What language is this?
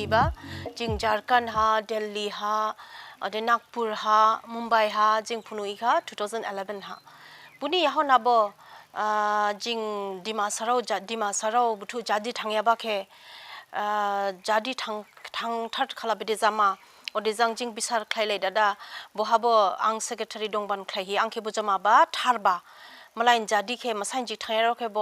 Dimasa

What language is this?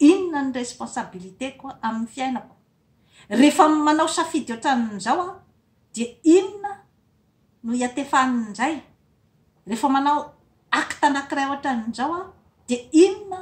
Malagasy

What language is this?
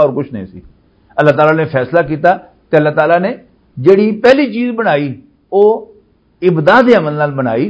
Western Panjabi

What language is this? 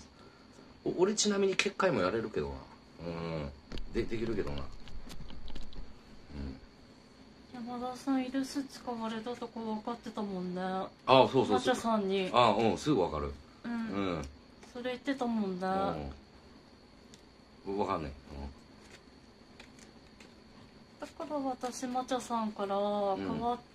Japanese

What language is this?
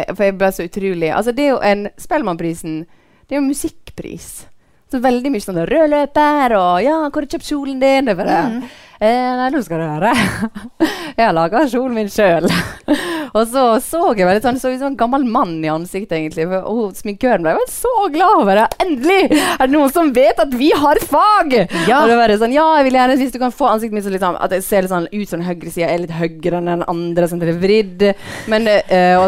Norwegian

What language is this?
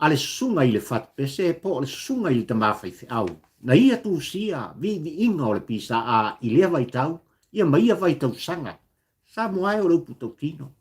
Samoan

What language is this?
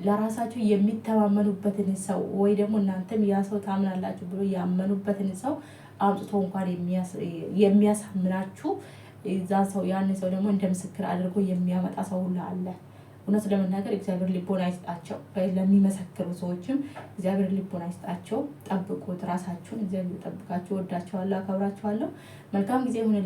Amharic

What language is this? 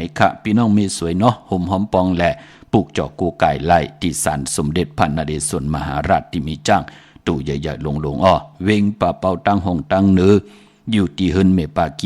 Shan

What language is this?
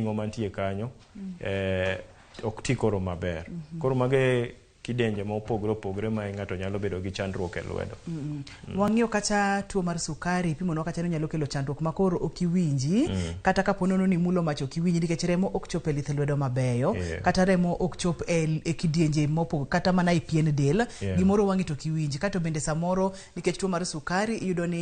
Luo (Kenya and Tanzania)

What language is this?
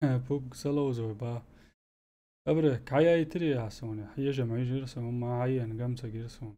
Chechen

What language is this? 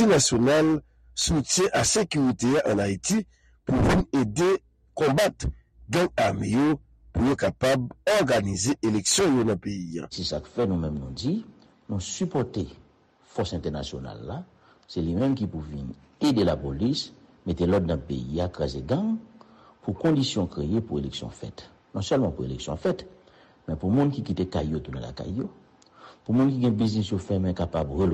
Haitian Creole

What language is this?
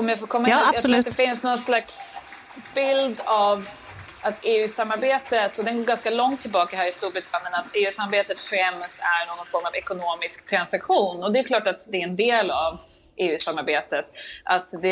Swedish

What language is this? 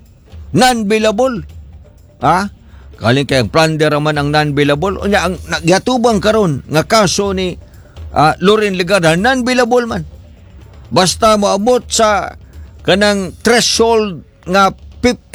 Cebuano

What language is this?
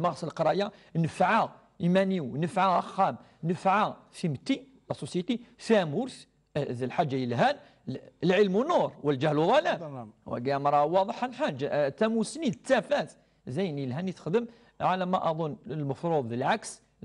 Kabyle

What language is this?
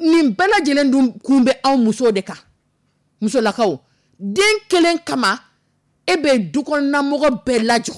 Dyula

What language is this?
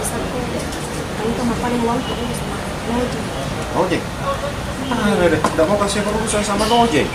Makassar Malay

